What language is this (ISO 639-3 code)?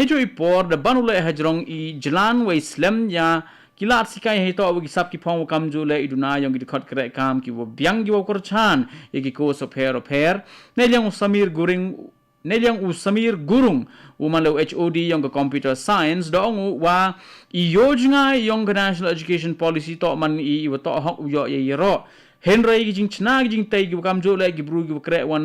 kha